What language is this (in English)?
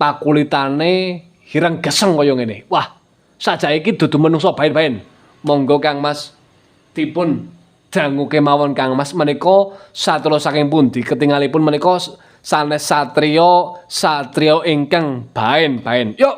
Javanese